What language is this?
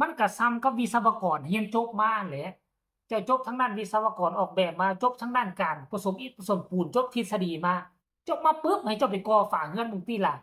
Lao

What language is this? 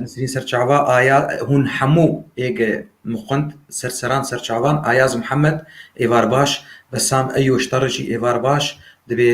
Kurdish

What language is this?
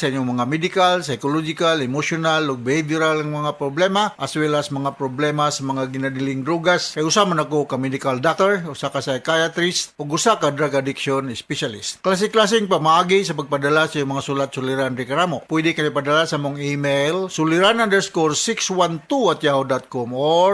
Cebuano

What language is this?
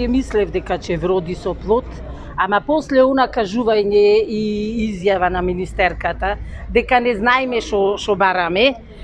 Macedonian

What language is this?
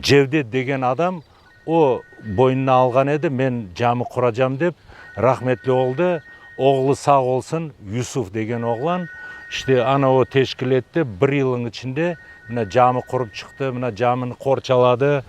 Crimean Tatar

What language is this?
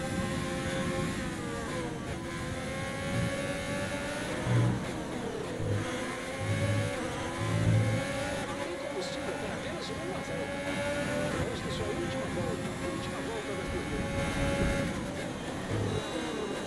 Portuguese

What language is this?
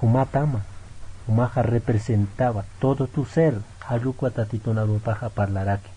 Aymara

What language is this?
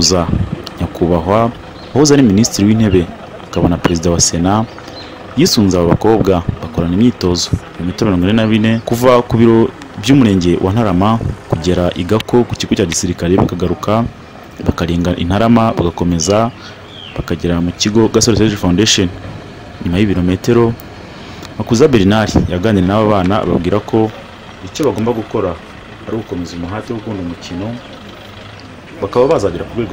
Kinyarwanda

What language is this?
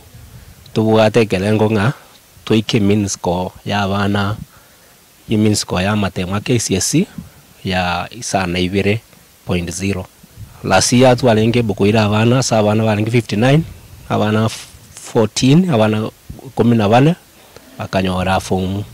Gusii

